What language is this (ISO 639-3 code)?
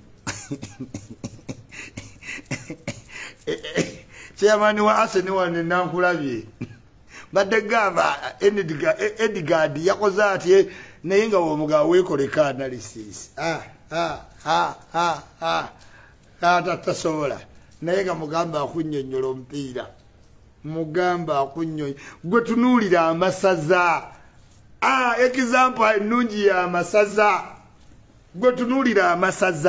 lug